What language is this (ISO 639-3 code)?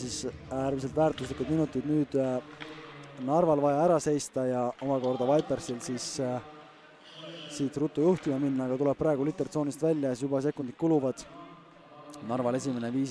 est